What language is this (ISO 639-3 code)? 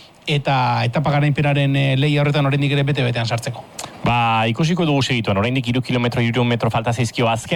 eus